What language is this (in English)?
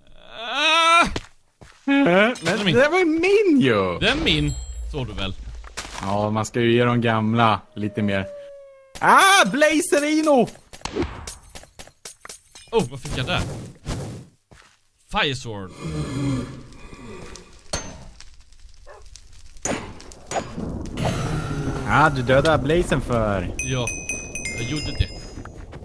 Swedish